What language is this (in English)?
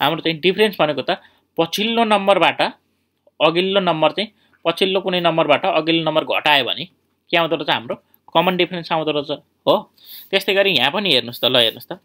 Nepali